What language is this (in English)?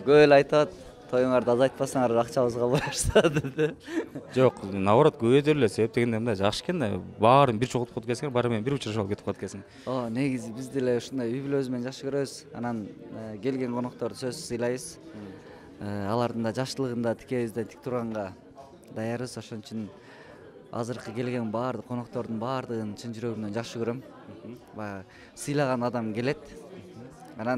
Kyrgyz